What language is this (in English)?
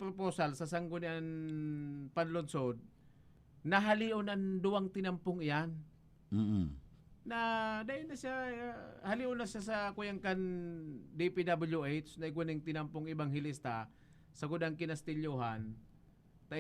Bikol